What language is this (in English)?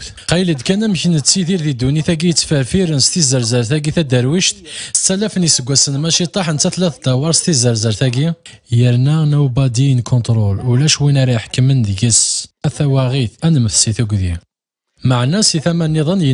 Kabyle